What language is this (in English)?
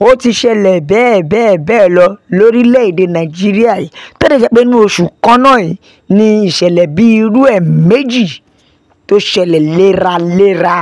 Yoruba